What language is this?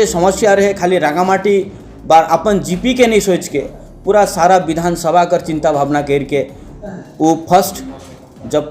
Sadri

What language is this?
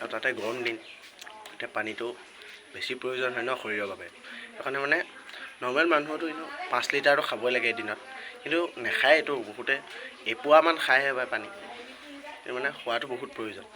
Assamese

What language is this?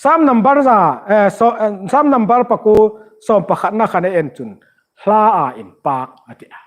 Hmar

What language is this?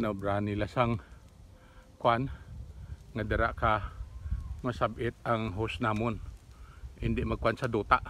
Hiligaynon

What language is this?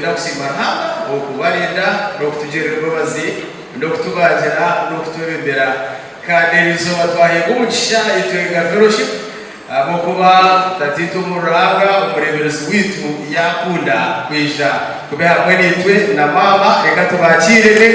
Nyankole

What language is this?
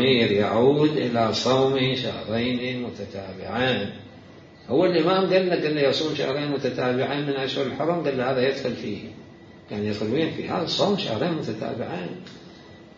Mesopotamian Arabic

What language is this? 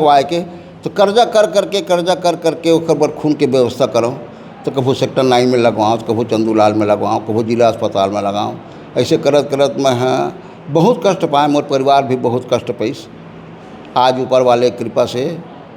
Chhattisgarhi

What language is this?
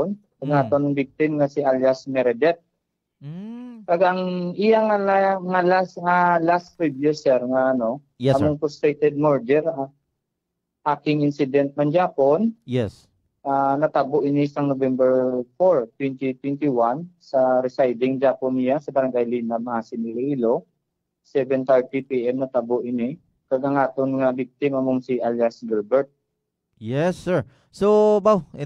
Hiligaynon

